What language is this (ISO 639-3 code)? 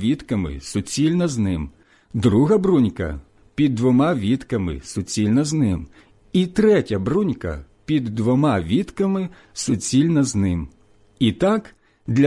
ukr